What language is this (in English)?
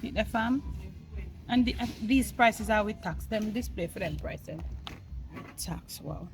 Jamaican Creole English